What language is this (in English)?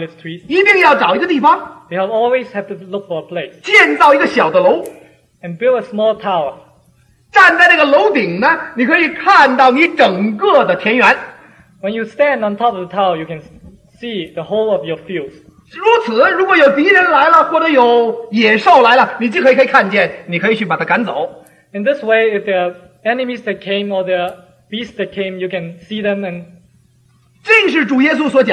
Chinese